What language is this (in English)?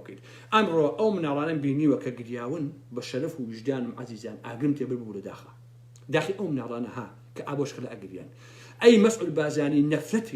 Central Kurdish